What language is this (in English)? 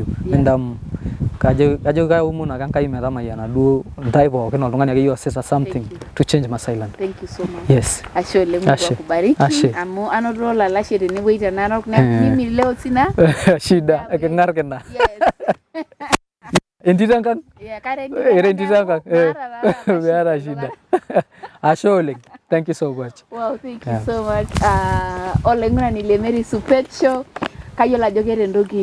Masai